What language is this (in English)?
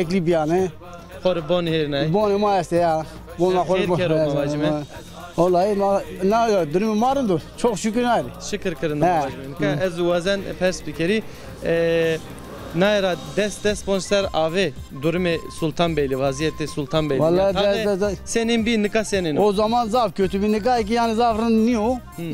Zaza